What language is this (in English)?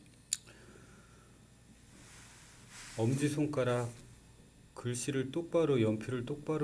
Korean